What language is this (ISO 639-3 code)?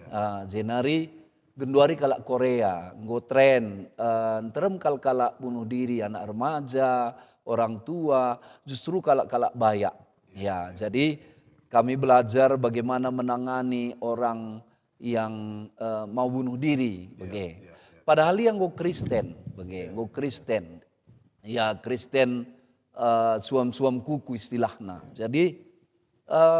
btx